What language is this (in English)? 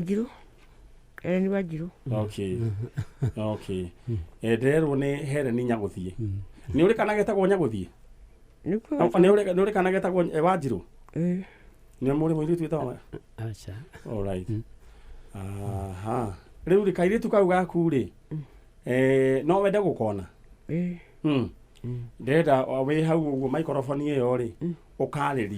Kikuyu